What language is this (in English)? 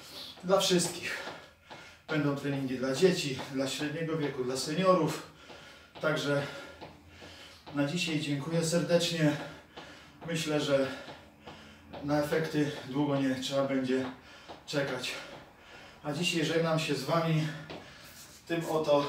Polish